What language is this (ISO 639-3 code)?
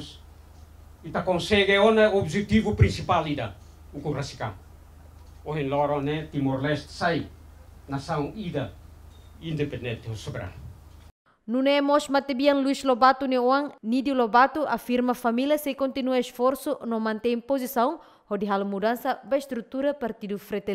tet